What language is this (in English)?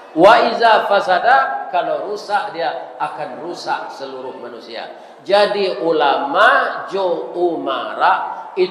Minangkabau